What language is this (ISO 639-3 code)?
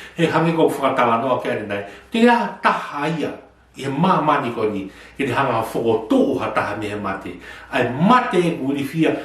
ton